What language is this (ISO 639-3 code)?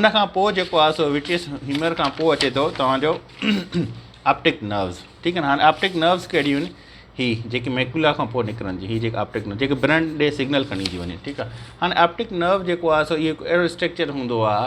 snd